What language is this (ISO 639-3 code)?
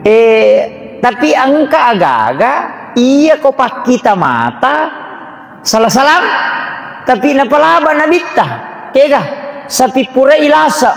bug